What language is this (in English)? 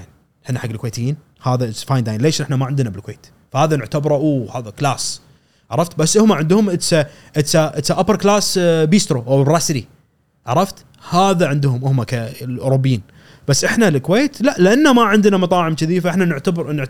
Gulf Arabic